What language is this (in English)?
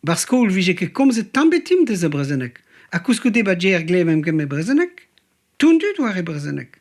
Breton